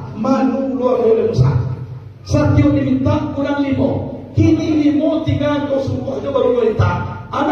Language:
Minangkabau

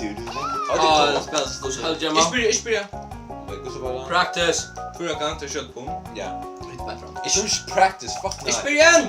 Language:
Faroese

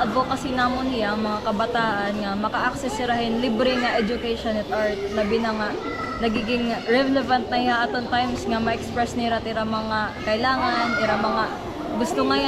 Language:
Waray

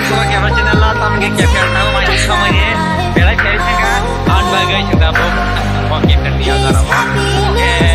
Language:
Kok Borok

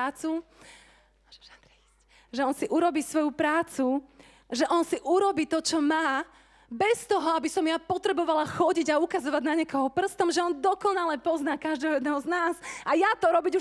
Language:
Slovak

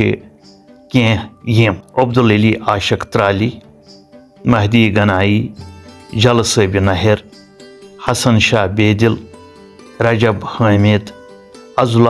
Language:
Kashmiri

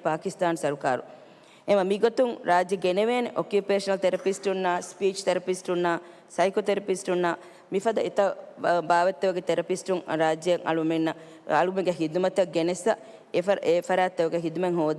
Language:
Divehi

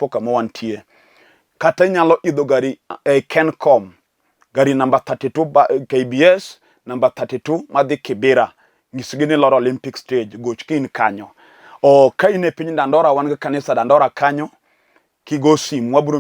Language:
Luo (Kenya and Tanzania)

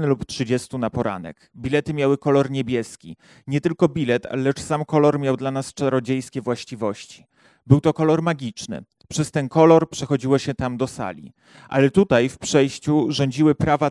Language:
Polish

